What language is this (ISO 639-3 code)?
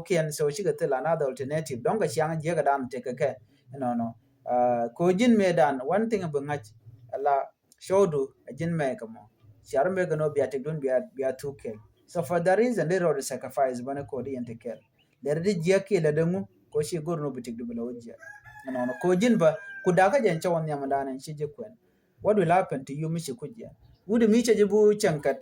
nus